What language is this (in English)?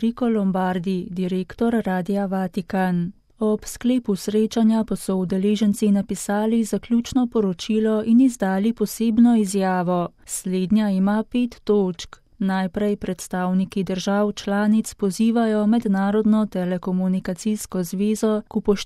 Slovenian